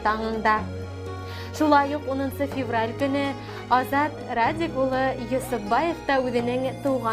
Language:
Bashkir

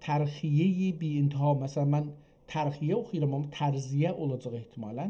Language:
South Azerbaijani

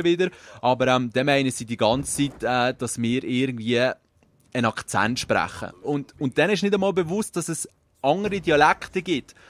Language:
Swiss German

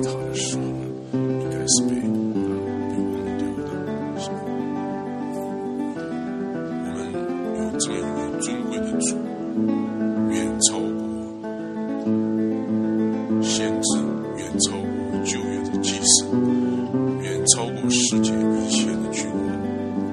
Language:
Chinese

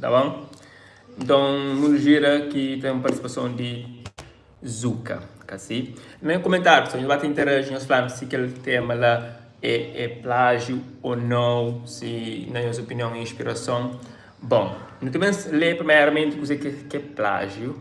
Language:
Kabuverdianu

